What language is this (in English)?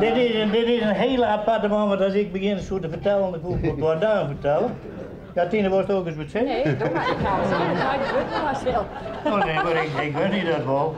Western Frisian